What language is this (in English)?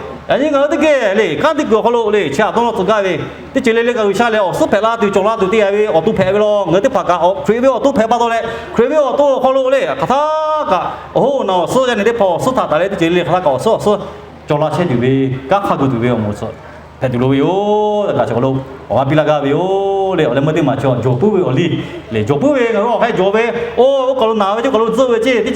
Lahu